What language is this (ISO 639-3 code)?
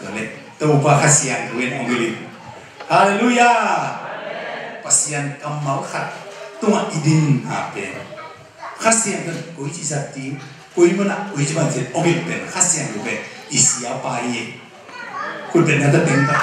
ctd